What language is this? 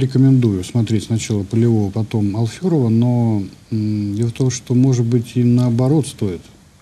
Russian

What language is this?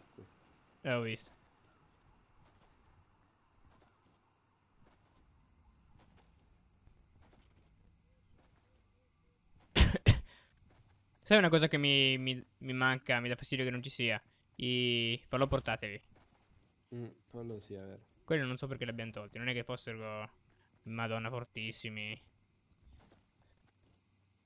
Italian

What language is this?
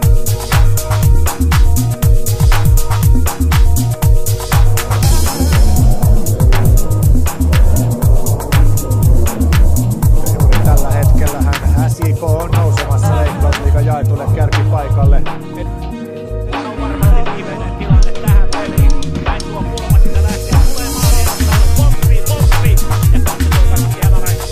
Finnish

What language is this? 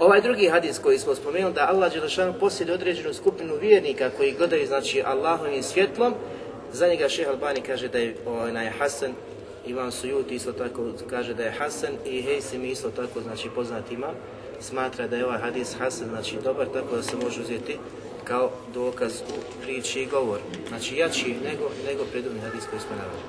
Bosnian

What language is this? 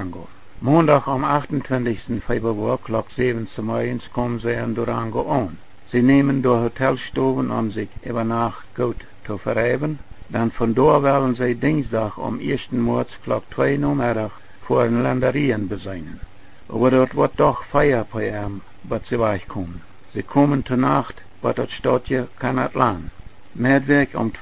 Plautdietsch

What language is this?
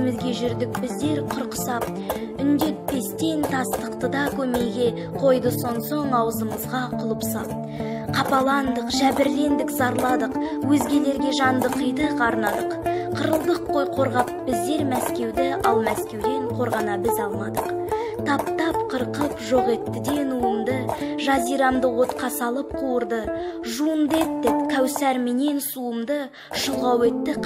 Kazakh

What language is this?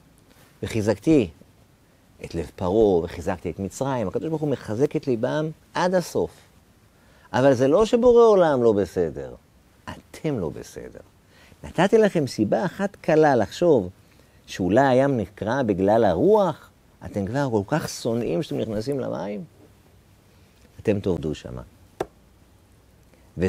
Hebrew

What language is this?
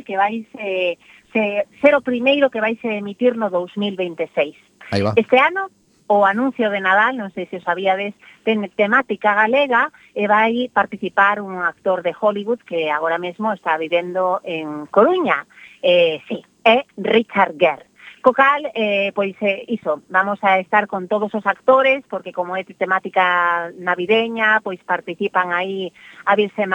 Galician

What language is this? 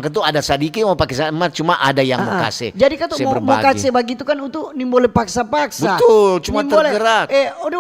Manado Malay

